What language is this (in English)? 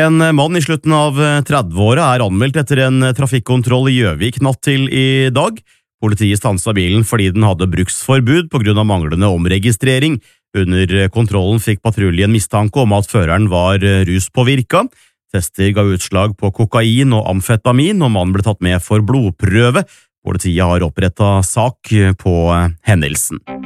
Norwegian